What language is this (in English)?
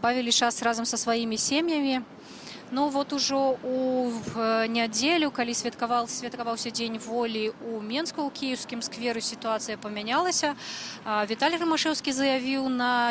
Belarusian